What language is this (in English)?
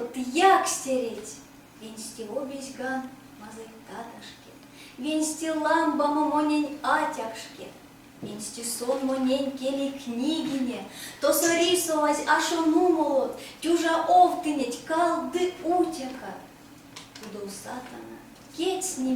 Erzya